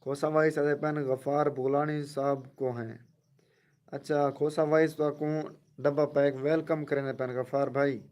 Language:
Saraiki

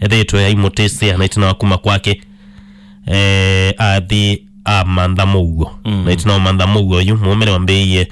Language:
Kamba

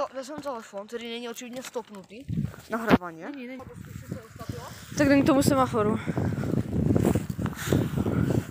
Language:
Czech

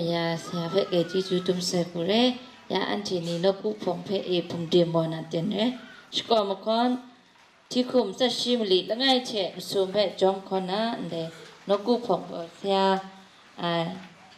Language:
Kachin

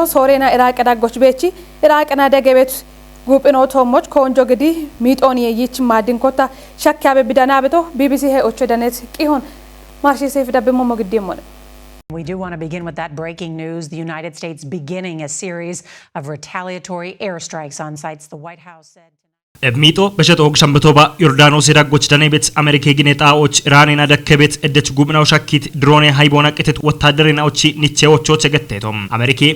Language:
Kafa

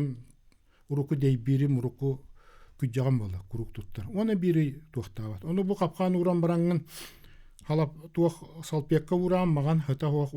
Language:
Yakut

